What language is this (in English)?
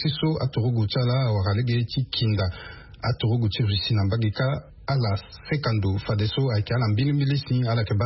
Sango